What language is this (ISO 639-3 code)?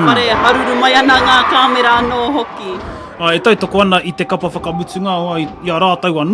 mri